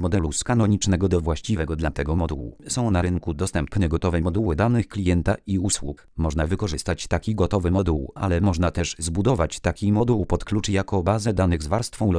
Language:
Polish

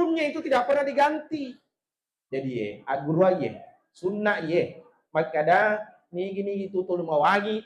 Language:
Buginese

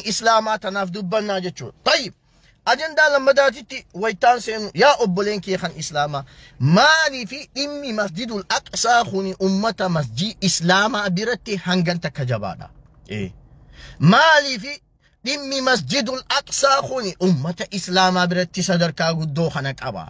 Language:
Oromo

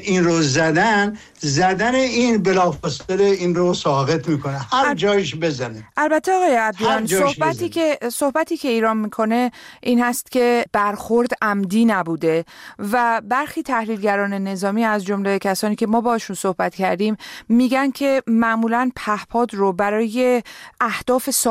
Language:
Persian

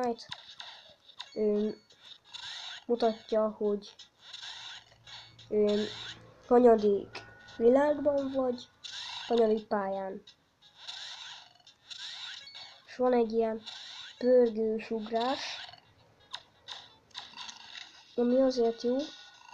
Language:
Hungarian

